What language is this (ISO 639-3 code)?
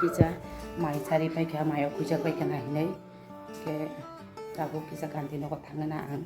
trp